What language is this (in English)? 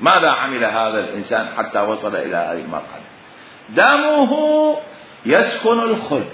Mesopotamian Arabic